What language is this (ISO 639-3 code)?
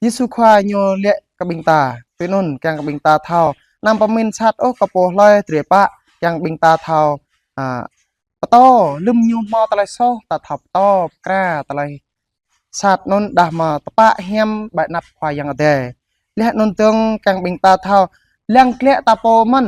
jra